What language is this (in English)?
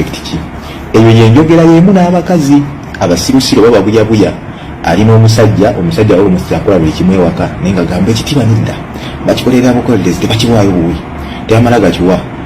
Ganda